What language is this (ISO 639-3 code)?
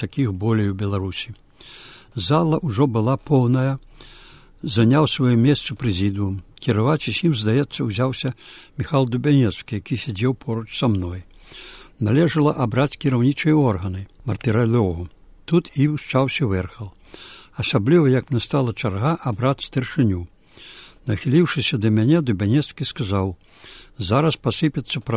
bel